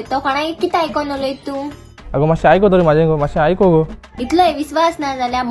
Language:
Konkani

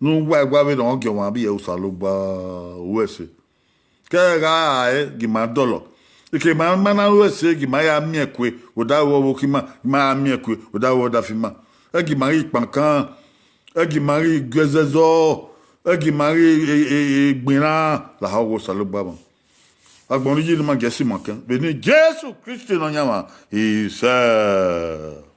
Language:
Bini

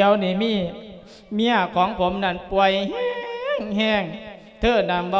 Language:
Lao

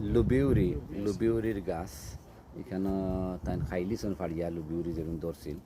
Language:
Sylheti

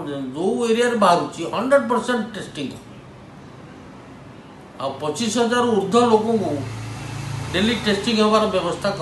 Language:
Odia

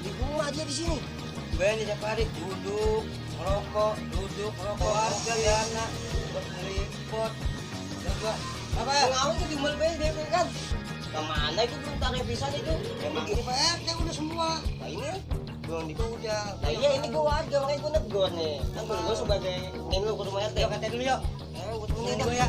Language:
Betawi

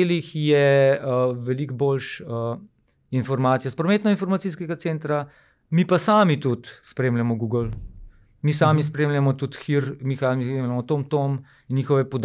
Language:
Slovenian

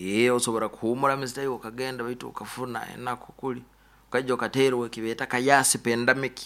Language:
Nyoro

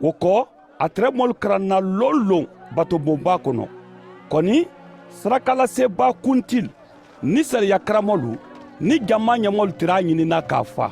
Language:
Mandingo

